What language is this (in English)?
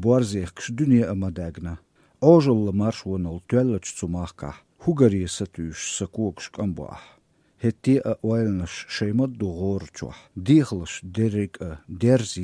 Chechen